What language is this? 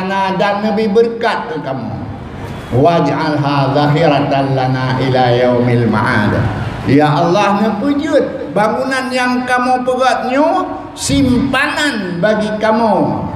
Achinese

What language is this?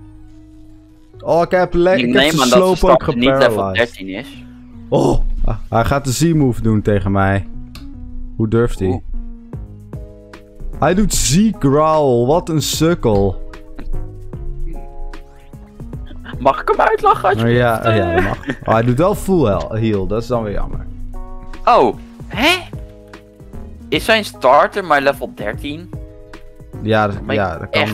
Dutch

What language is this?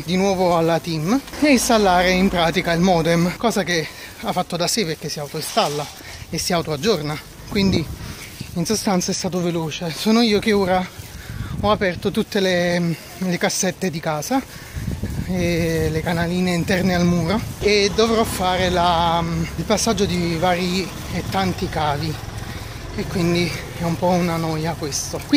Italian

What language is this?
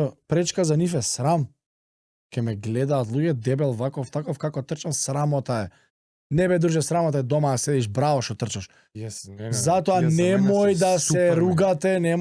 Macedonian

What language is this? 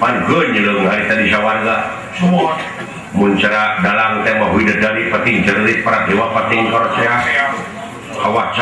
Sundanese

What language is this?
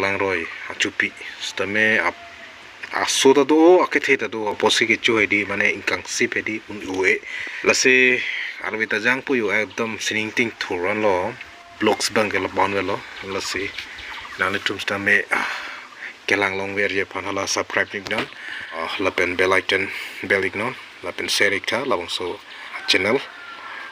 Karbi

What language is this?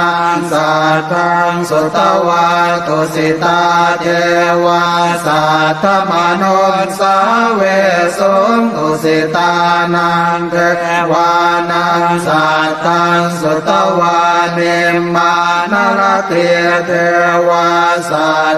Pali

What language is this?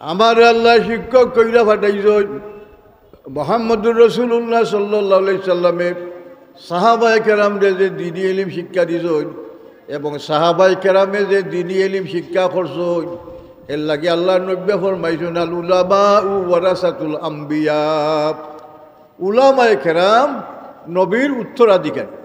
Sylheti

